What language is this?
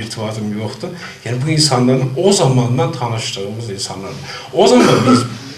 South Azerbaijani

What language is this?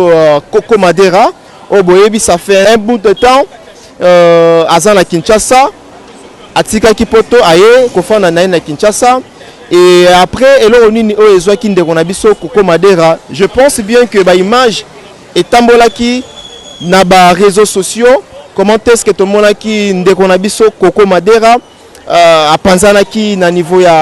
Lingala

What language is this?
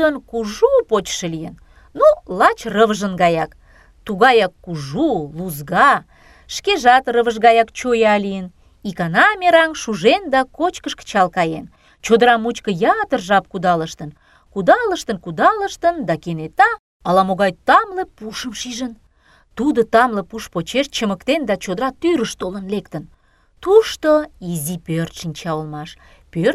Mari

